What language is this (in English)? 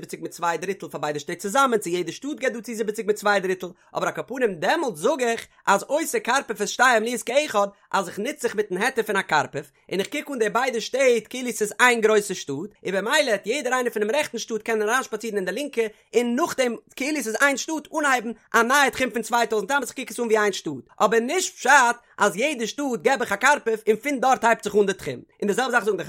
Yiddish